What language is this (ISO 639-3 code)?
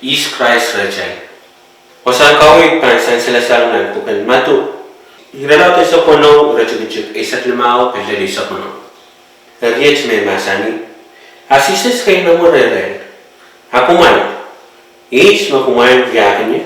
pon